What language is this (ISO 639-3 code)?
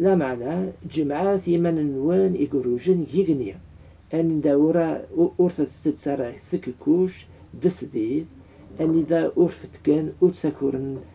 kab